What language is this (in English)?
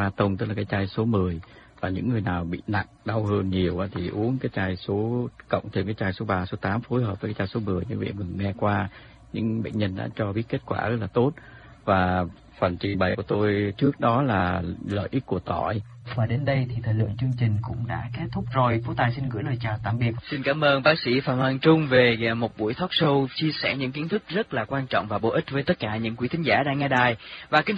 Vietnamese